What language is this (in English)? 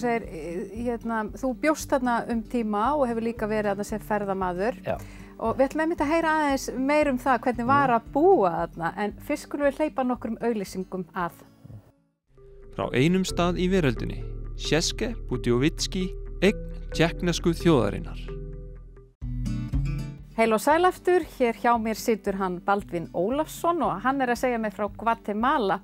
Icelandic